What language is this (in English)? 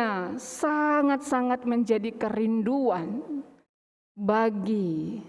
Batak Karo